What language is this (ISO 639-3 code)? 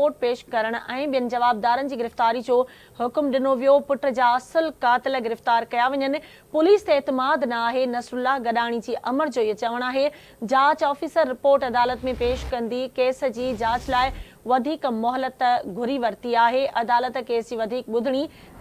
snd